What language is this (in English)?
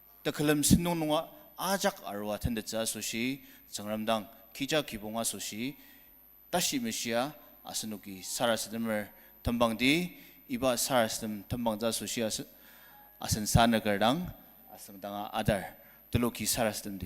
Ao Naga